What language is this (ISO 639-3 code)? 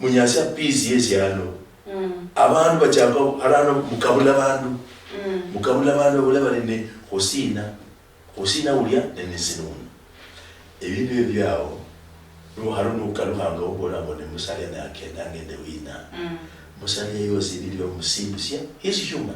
luy